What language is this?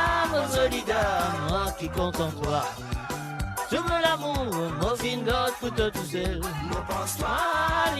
Morisyen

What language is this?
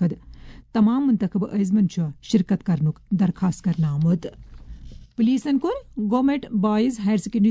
Kashmiri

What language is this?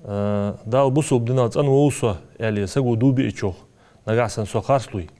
Ingush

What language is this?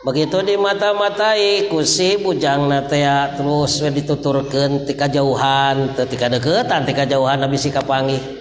Sundanese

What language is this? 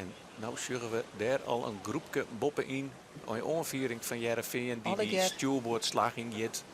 Western Frisian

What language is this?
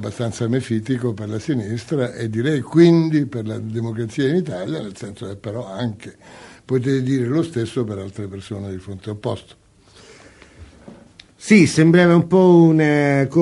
Italian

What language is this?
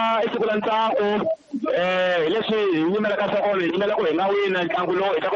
Tsonga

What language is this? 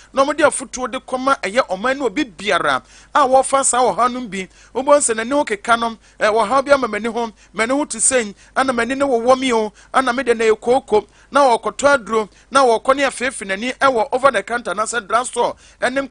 Akan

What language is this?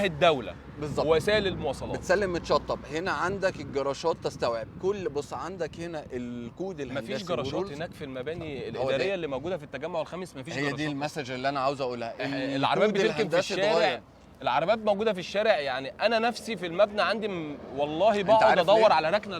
Egyptian Arabic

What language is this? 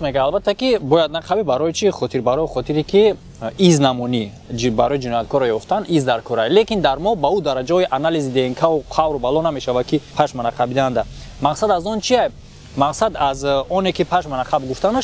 Tajik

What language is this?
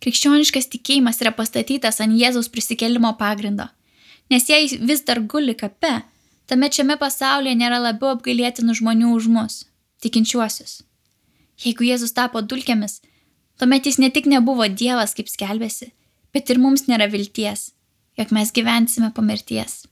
Lithuanian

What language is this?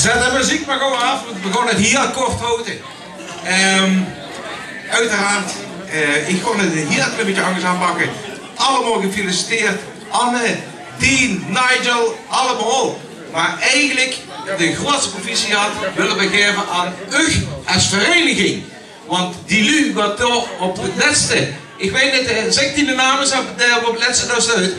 Limburgish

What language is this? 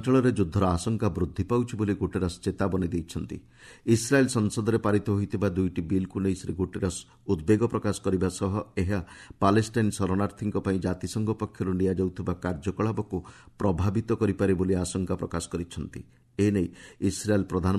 Odia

